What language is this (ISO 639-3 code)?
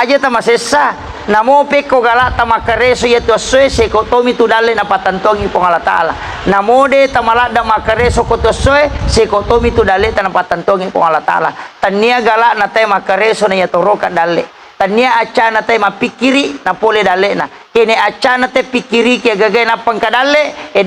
bug